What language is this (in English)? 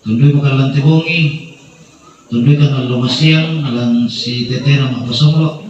Toraja-Sa'dan